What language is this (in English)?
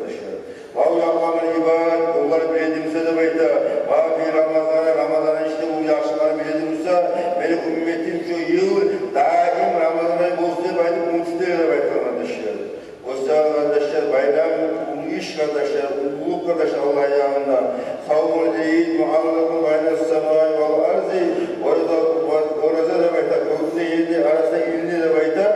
Kumyk